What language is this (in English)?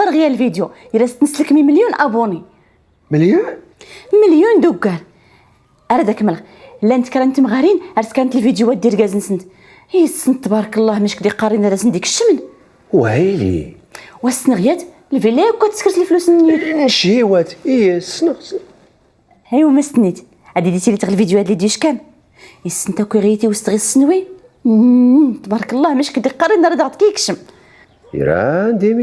Moroccan Arabic